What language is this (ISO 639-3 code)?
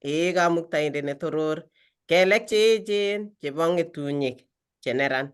kln